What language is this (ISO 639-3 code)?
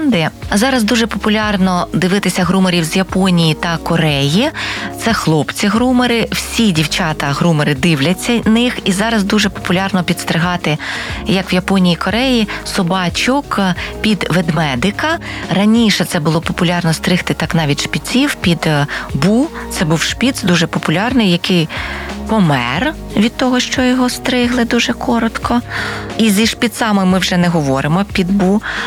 ukr